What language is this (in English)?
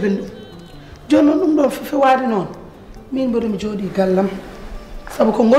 Fula